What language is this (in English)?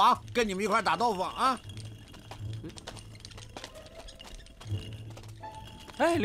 Chinese